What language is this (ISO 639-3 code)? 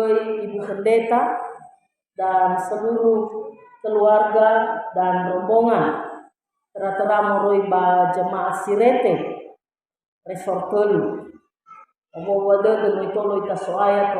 nia